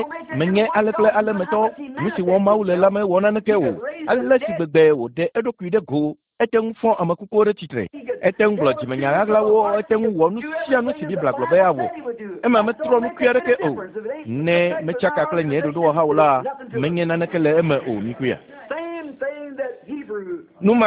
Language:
Ewe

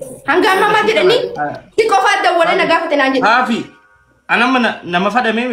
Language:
Oromo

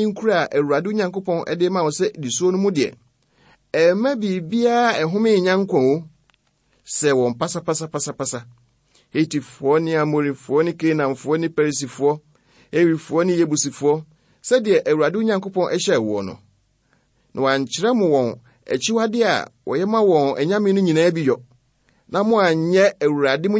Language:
Akan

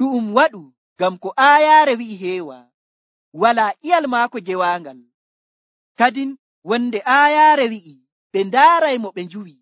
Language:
Nigerian Fulfulde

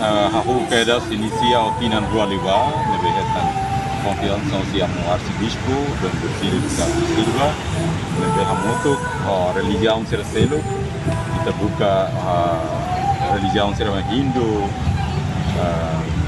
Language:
Tetum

